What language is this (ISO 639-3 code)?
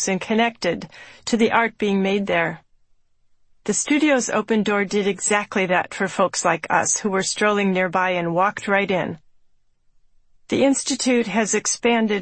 eng